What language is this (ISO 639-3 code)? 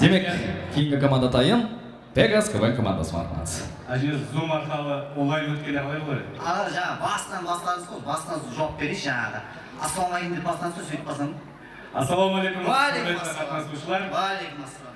kaa